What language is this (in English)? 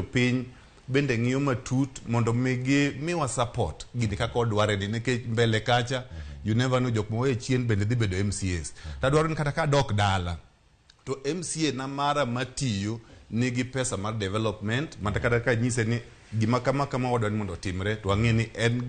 Luo (Kenya and Tanzania)